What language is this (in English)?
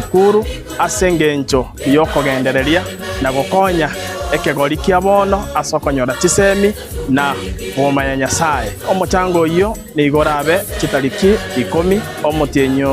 Gusii